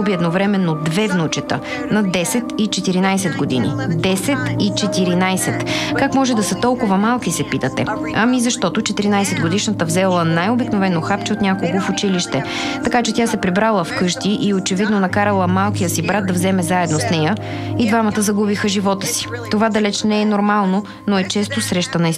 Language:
Bulgarian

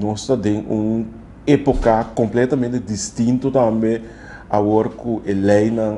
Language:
Papiamento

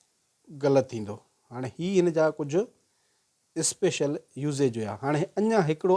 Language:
Sindhi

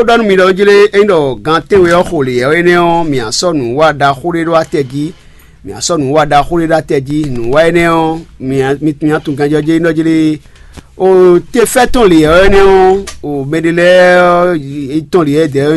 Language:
Fon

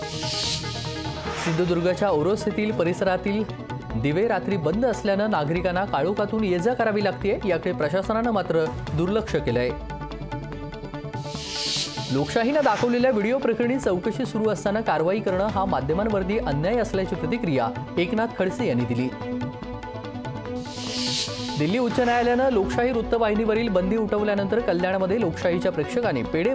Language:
Marathi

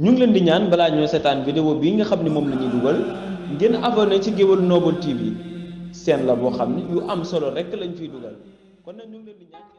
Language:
Wolof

